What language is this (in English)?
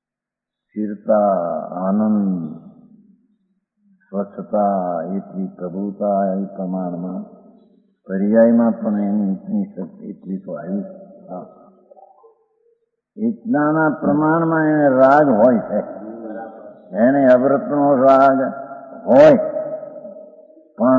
Gujarati